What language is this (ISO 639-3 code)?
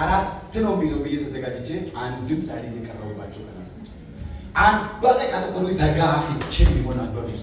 amh